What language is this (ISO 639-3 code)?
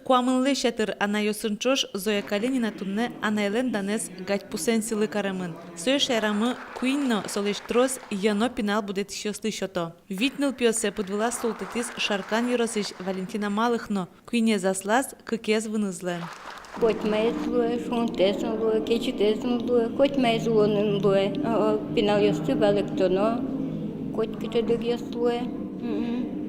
udm